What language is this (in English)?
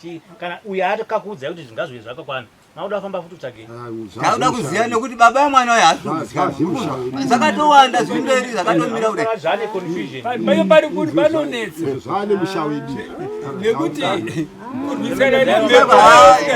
Shona